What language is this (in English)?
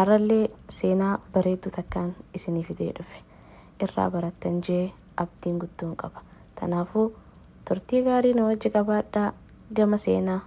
Oromo